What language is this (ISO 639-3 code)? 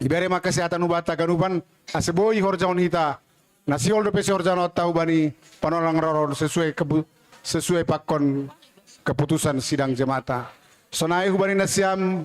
bts